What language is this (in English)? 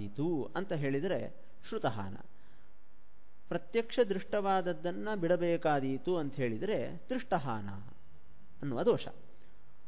Kannada